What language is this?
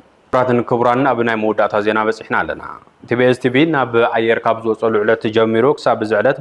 Tigrinya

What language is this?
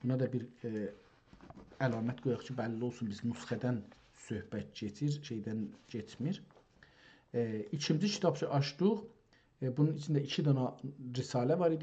South Azerbaijani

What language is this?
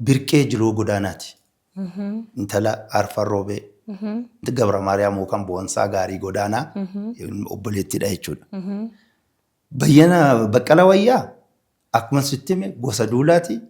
Oromo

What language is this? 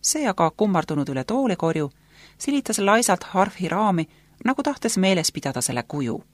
Estonian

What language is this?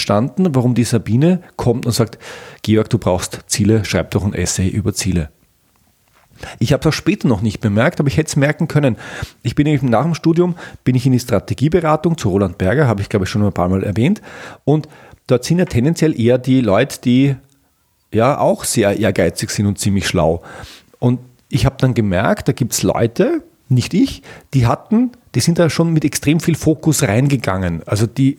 German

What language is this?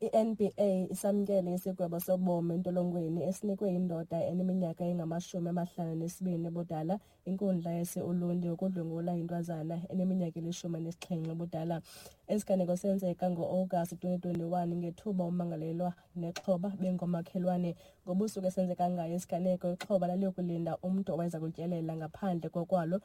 Xhosa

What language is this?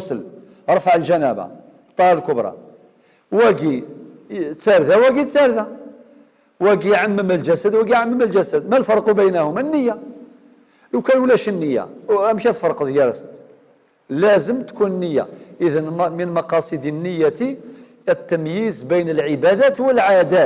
Algerian Arabic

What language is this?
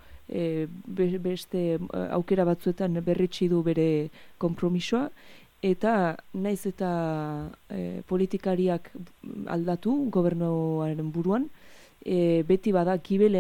Basque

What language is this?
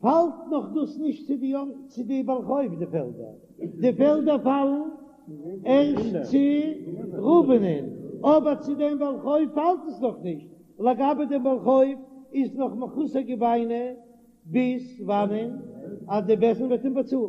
Yiddish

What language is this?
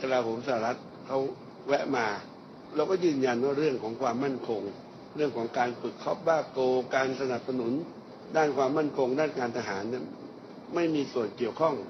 Thai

